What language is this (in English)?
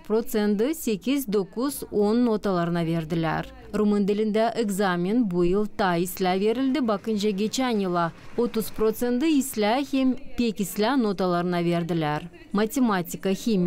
Gagauz